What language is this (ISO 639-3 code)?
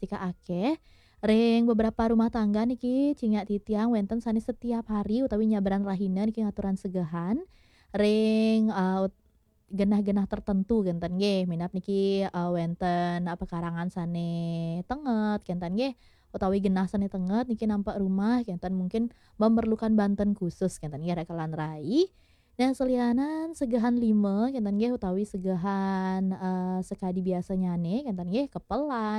ban